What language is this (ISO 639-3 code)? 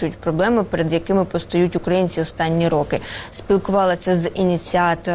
ukr